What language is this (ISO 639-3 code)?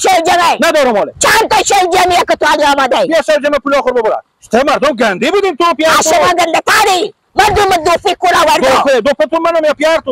fas